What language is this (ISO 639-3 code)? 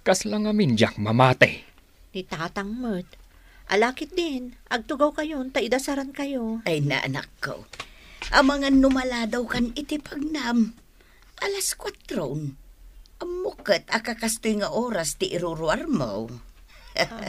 ilo